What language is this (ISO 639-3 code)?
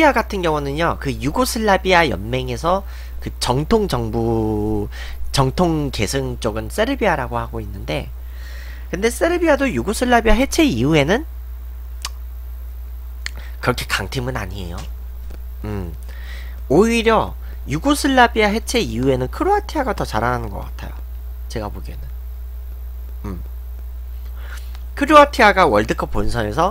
kor